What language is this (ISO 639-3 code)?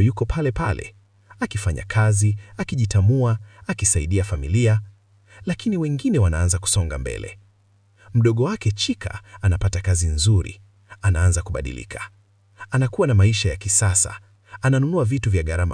swa